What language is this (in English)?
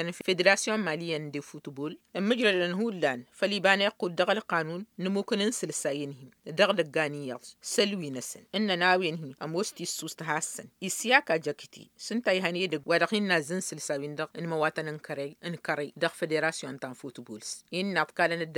Tamasheq